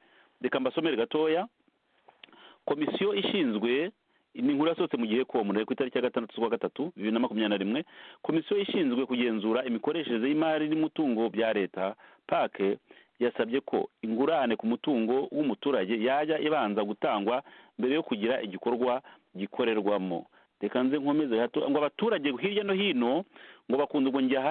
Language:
Kinyarwanda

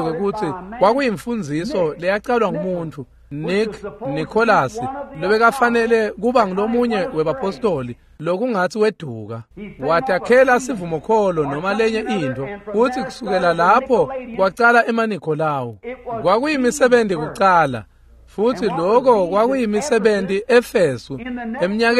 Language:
Swati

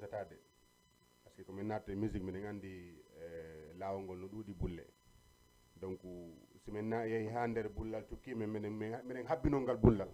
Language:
Fula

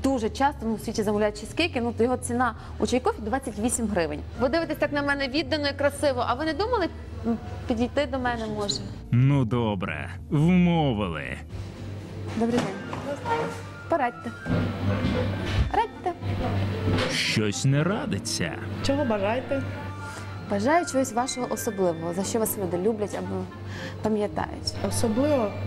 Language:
Ukrainian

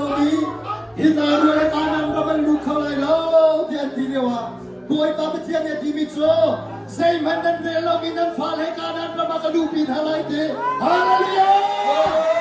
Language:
Hakha Chin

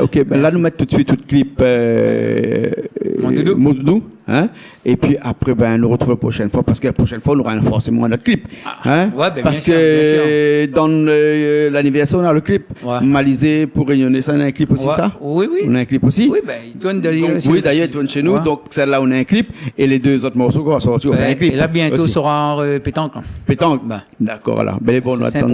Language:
Réunion Creole French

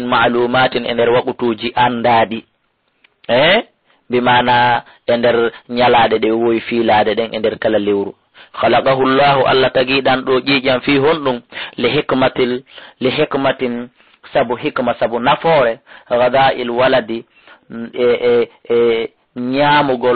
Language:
Fula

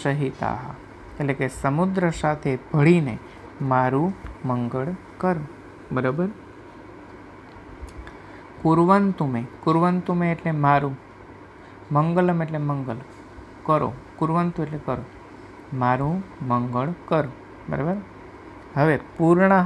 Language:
Gujarati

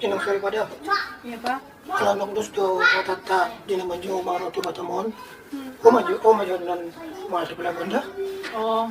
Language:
Batak Toba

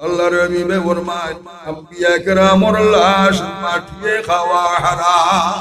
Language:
Sylheti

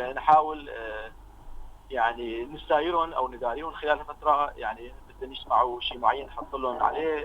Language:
North Levantine Arabic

